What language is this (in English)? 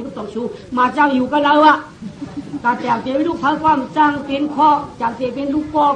Shan